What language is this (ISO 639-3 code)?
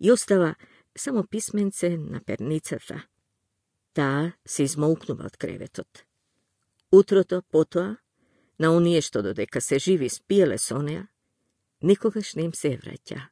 mkd